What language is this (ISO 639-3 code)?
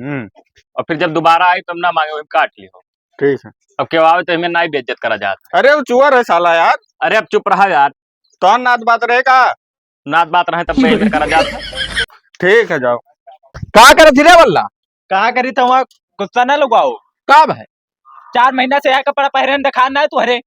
awa